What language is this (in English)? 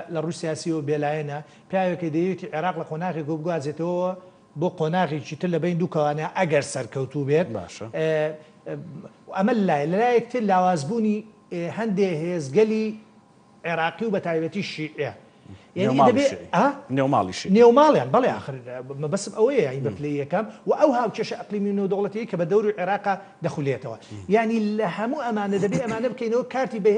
Central Kurdish